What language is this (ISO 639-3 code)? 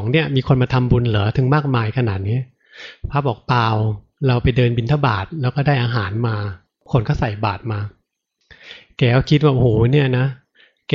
tha